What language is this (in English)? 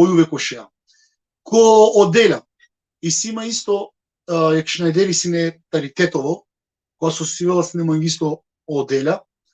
Balkan Romani